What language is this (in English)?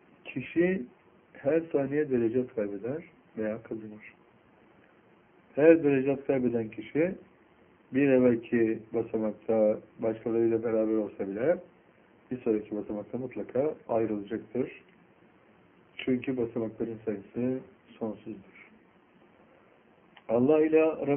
Turkish